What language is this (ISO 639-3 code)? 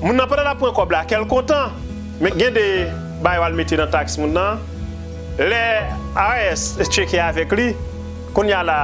hat